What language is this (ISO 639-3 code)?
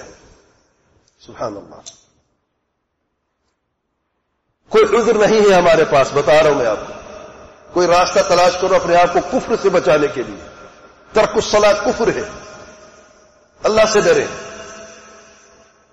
urd